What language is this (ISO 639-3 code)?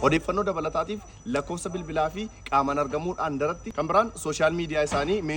orm